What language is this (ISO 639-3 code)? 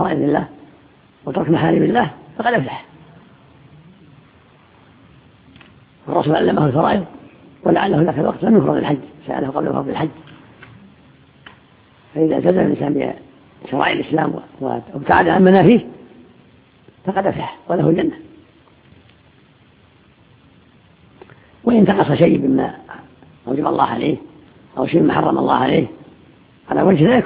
ara